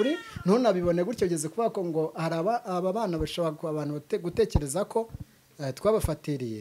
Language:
Kinyarwanda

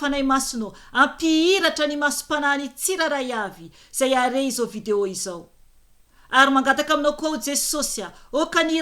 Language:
Malagasy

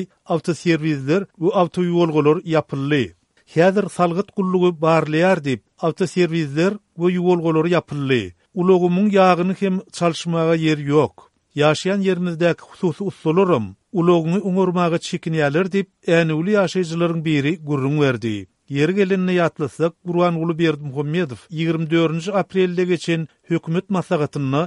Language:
Turkmen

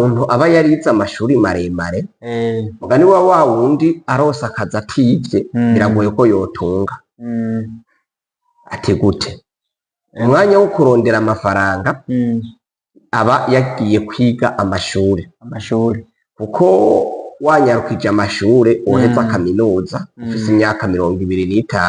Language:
Rundi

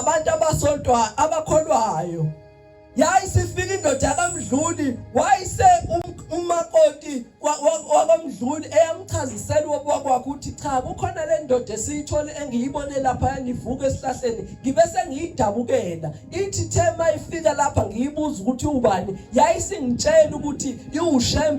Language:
Zulu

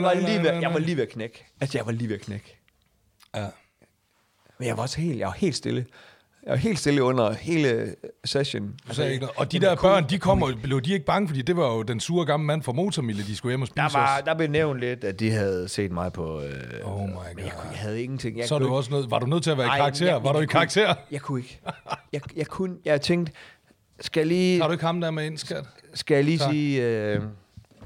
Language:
Danish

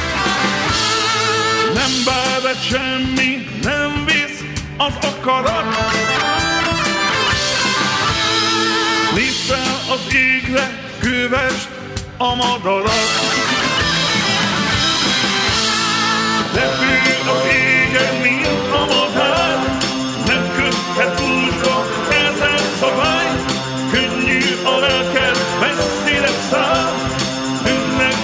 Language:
Hungarian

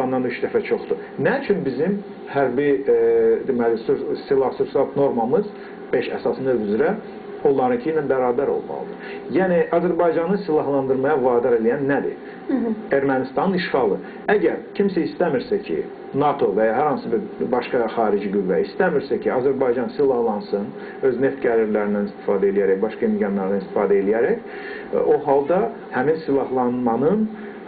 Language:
Azerbaijani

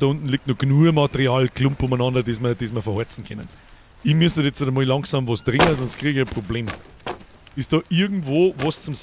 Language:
Bavarian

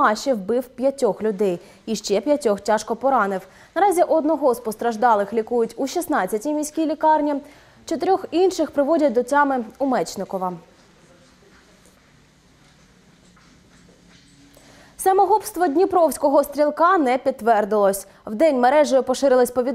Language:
Ukrainian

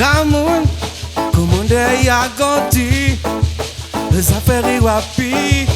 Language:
Réunion Creole French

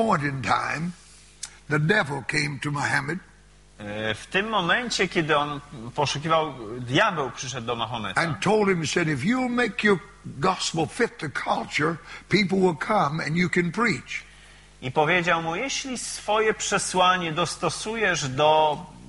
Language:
Polish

